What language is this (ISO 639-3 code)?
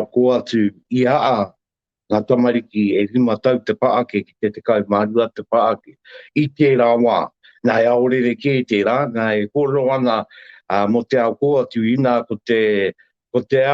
mri